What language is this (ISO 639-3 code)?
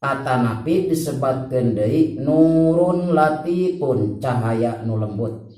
sun